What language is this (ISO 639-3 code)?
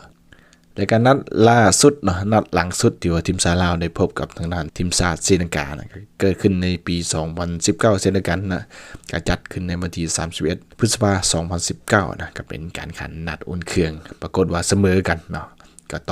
lao